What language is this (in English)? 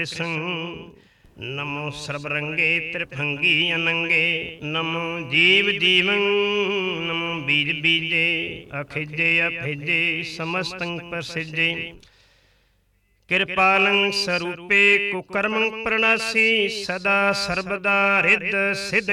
Punjabi